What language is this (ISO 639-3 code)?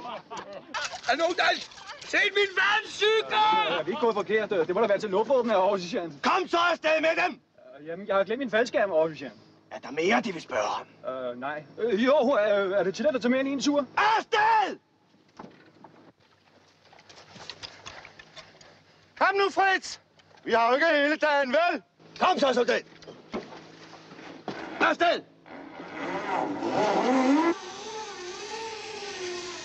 dan